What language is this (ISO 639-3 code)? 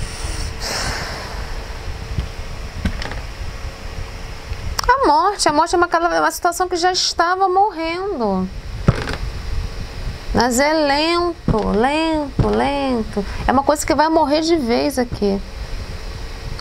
por